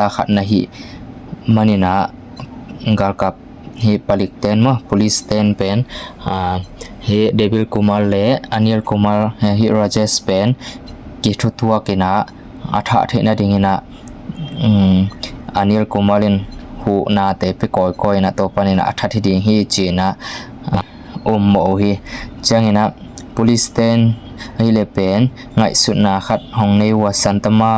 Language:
Tedim Chin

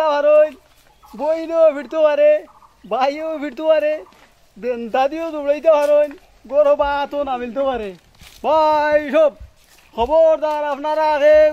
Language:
Sylheti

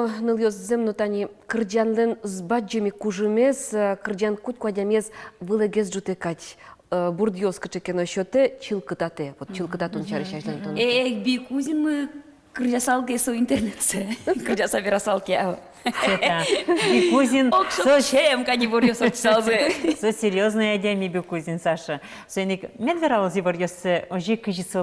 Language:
Udmurt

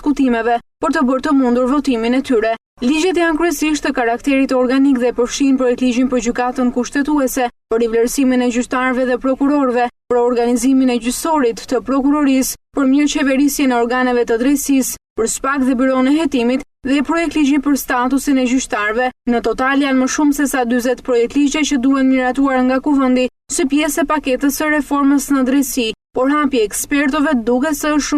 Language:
Albanian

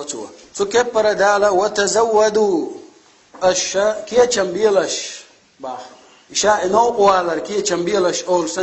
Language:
Chechen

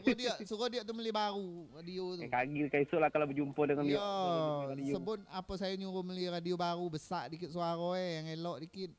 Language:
Minangkabau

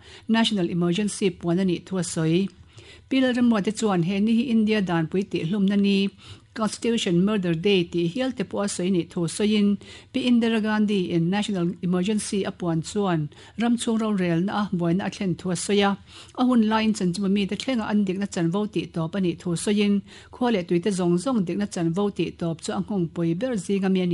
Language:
Mizo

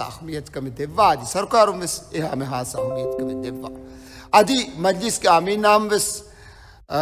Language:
Divehi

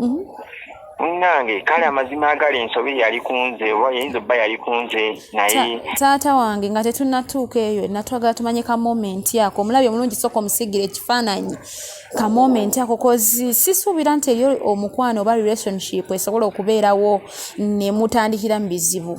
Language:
Ganda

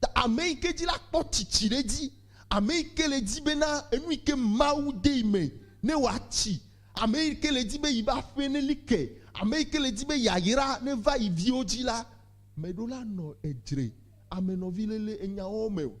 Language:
Ewe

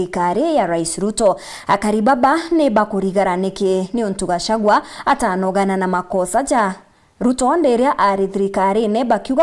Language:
Meru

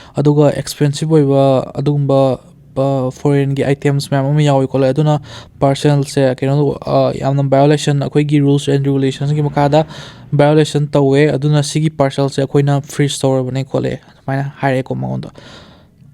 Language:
Manipuri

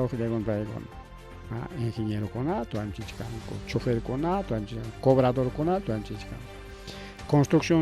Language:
Ayacucho Quechua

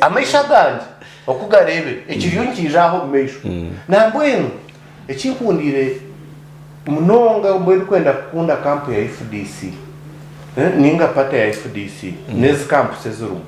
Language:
Nyankole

